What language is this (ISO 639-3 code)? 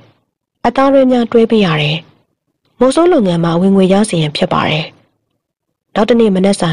mya